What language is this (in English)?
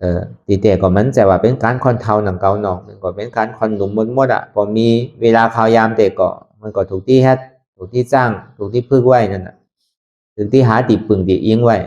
Shan